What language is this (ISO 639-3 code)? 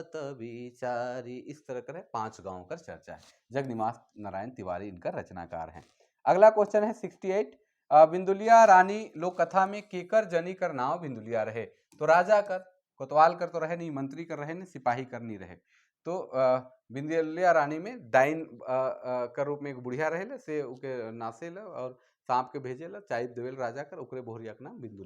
sck